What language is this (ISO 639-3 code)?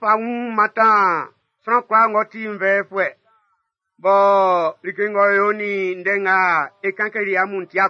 bci